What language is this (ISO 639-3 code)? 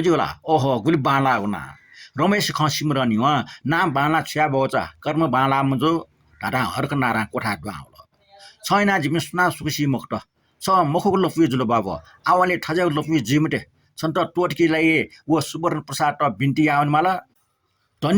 new